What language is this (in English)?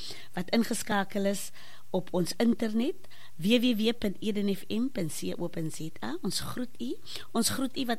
Afrikaans